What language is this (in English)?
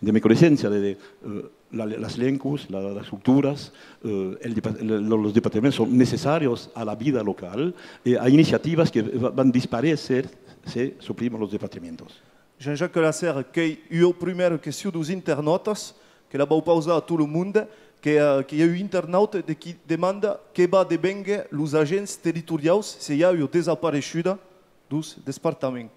Occitan